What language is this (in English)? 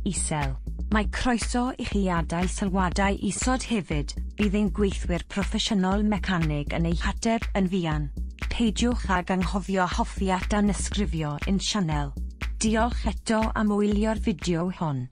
Welsh